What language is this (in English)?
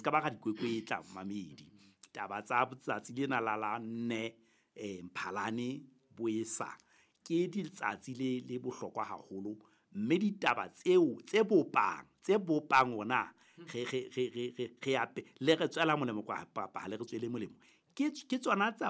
Southern Sotho